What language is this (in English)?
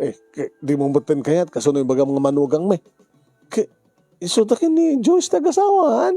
Iloko